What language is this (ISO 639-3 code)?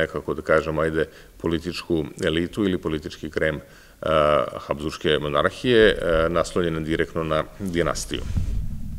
srp